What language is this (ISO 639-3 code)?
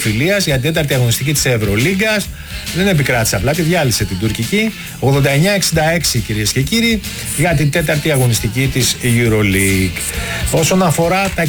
ell